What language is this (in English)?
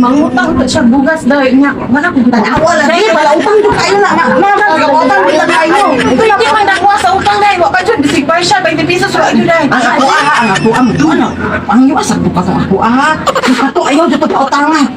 Cebuano